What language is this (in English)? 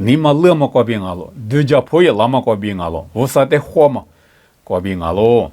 Lisu